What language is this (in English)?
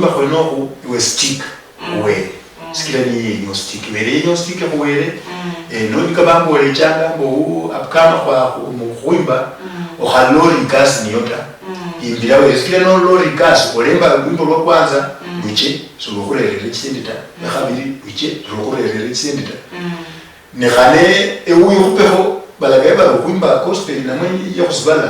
Luyia